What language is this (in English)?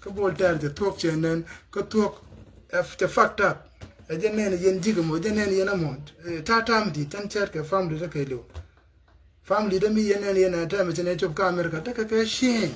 Nuer